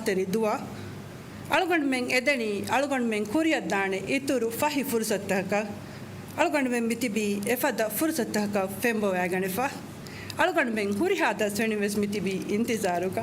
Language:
Divehi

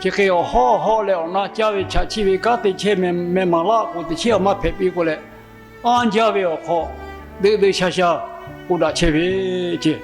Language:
Lahu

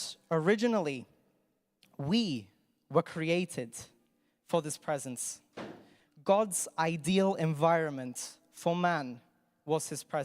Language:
English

